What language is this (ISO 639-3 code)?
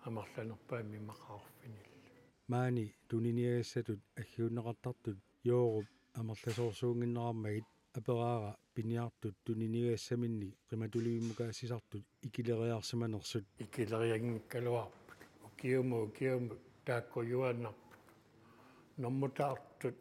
kal